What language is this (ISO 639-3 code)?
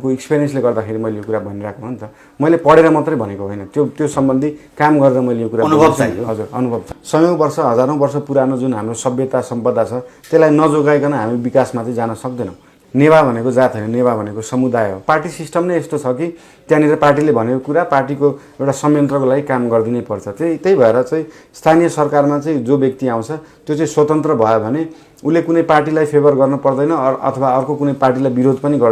nep